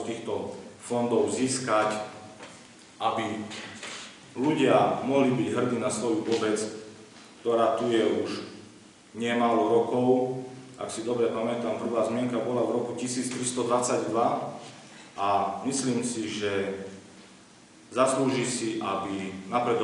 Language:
Slovak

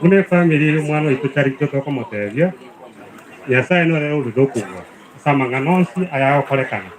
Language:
Gusii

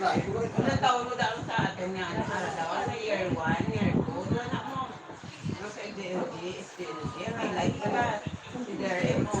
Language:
Hiligaynon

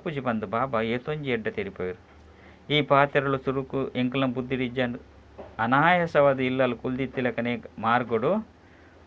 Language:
Tulu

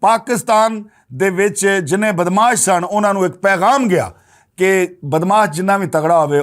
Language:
Western Panjabi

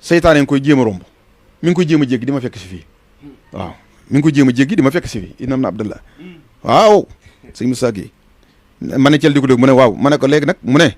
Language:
Wolof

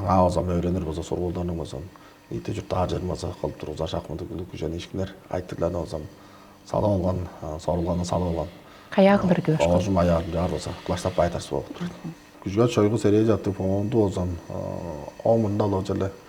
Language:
Tuvinian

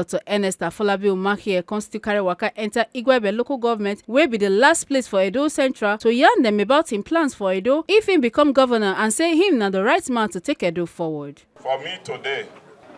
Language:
Nigerian Pidgin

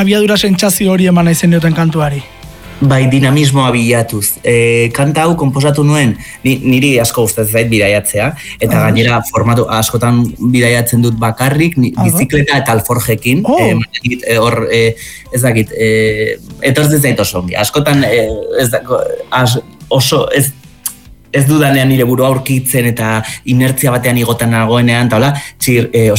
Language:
Basque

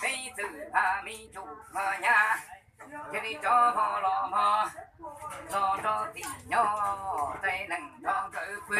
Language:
Hmong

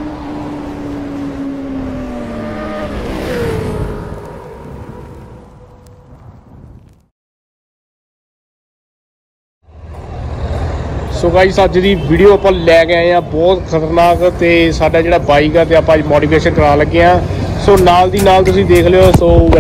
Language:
Punjabi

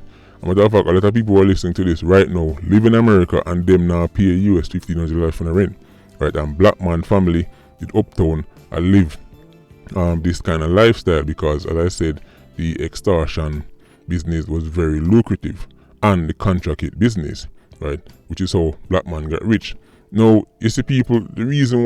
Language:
Jamaican Creole English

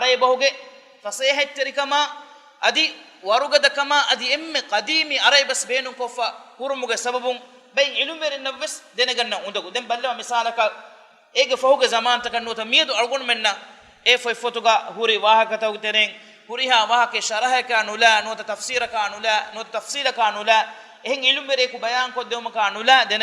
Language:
Divehi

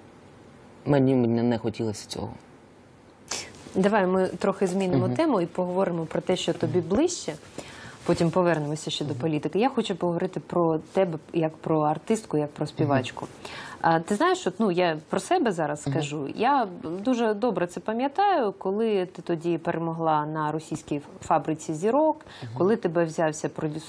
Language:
Ukrainian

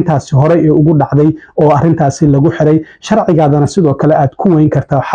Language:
Somali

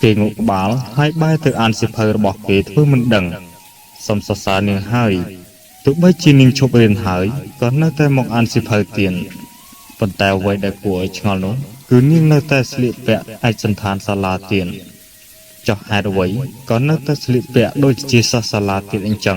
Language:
Khmer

